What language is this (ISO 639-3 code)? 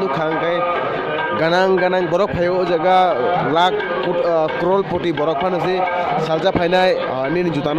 trp